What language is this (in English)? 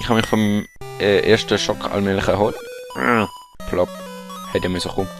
Swiss German